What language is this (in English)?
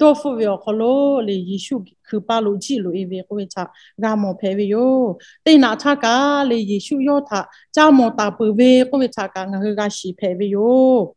Lahu